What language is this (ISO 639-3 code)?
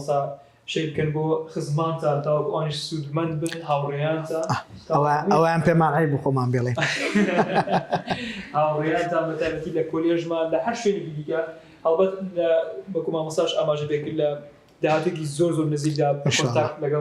ckb